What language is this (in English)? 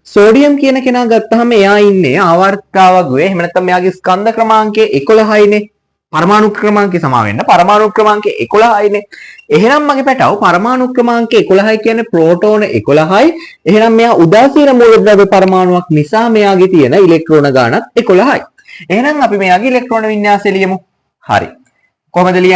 Sinhala